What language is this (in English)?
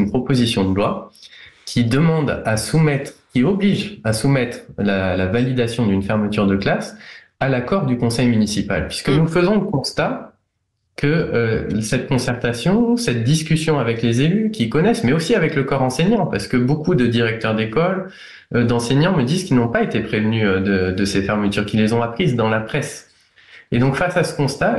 French